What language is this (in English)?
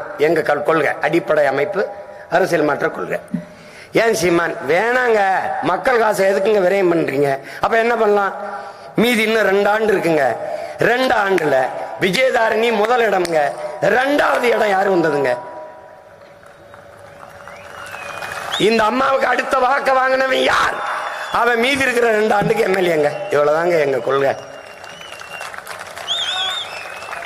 Tamil